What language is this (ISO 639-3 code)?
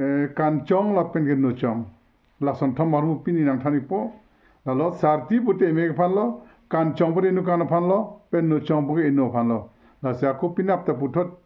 mjw